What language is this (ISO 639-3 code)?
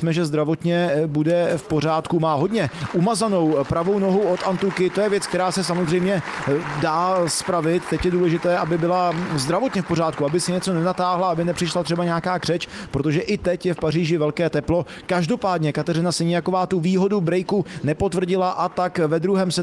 ces